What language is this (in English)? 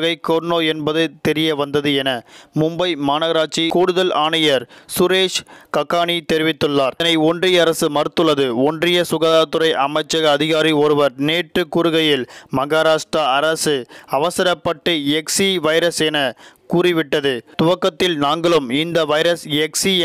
Tamil